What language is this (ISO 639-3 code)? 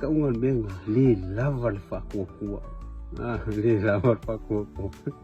smo